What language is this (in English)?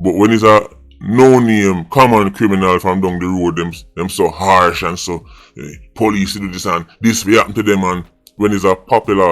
Jamaican Creole English